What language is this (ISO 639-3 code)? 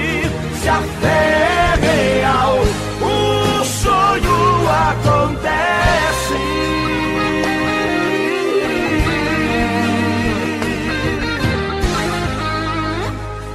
por